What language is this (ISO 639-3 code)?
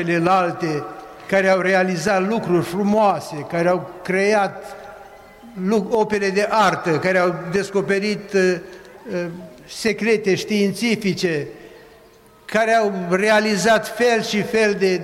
ron